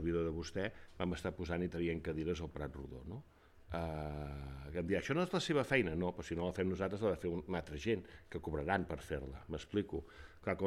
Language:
Catalan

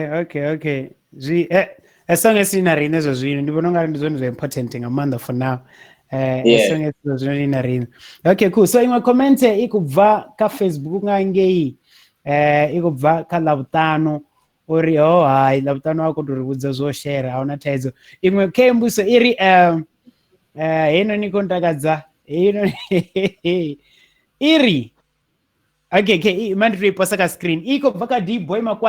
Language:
Venda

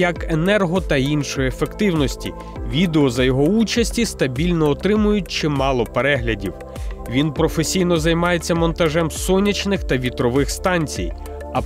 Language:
Ukrainian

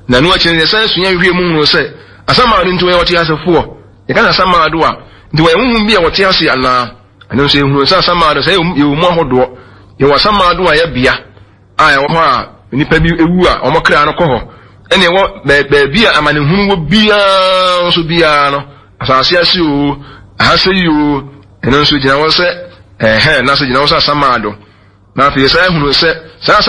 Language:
Akan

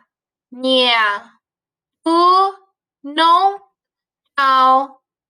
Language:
Hmong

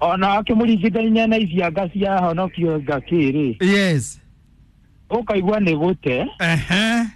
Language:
Kikuyu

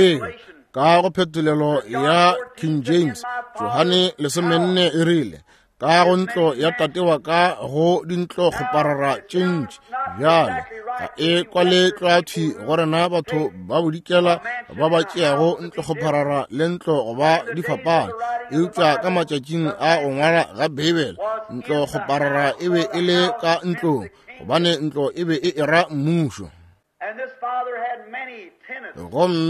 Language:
Northern Sotho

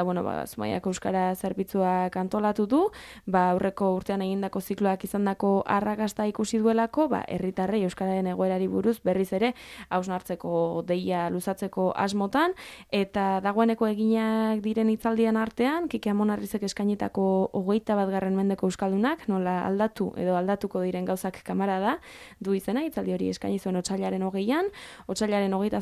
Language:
Basque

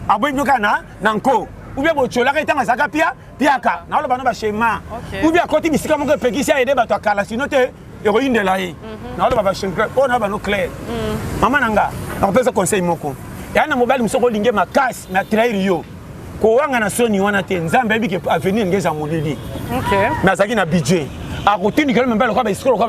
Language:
Lingala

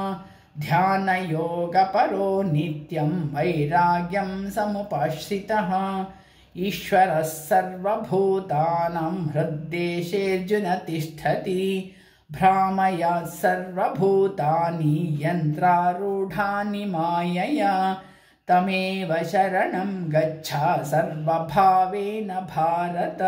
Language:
Sanskrit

